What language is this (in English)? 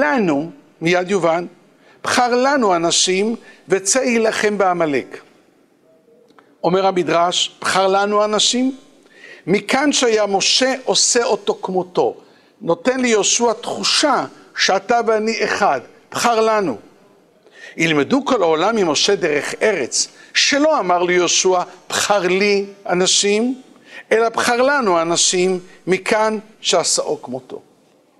Hebrew